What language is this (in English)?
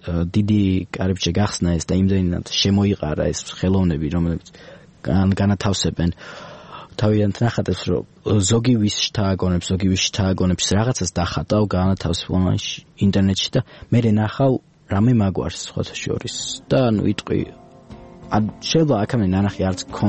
Georgian